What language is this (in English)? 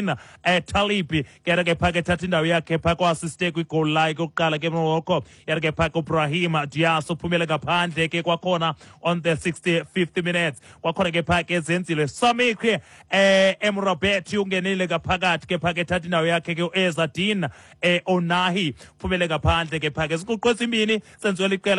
Xhosa